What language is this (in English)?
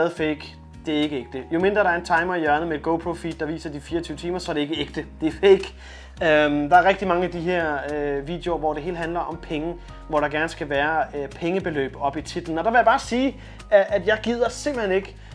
Danish